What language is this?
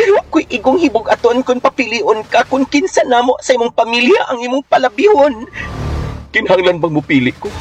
Cebuano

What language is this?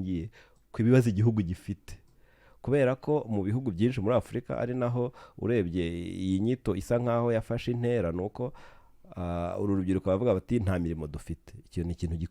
Kinyarwanda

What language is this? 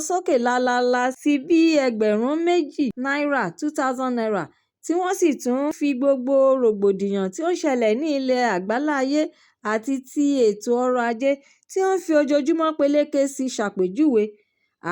Yoruba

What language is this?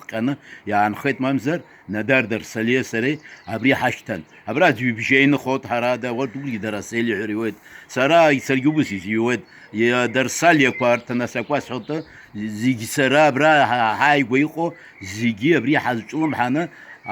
Abkhazian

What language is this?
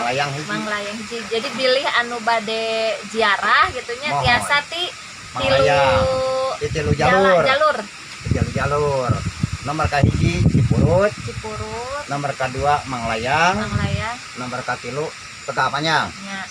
Sundanese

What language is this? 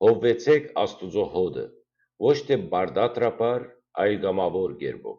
Western Armenian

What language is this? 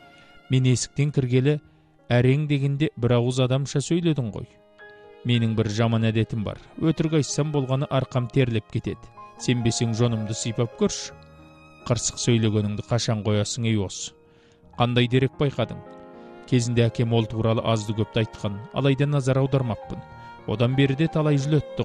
Kazakh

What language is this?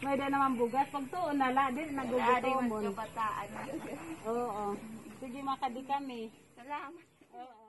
Waray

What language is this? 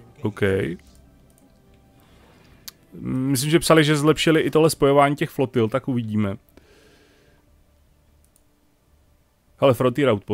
Czech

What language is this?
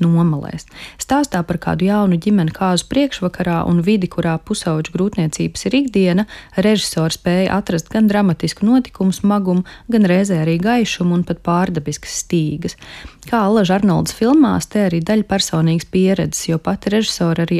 Latvian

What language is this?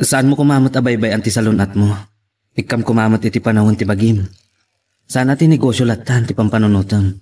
Iloko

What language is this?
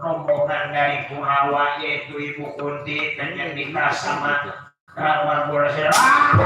Betawi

